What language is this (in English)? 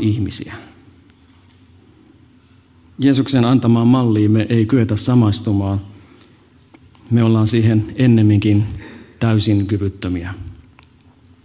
Finnish